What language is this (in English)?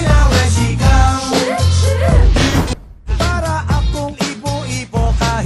Filipino